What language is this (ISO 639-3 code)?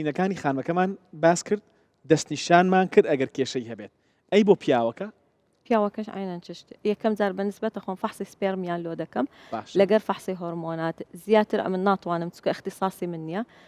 ckb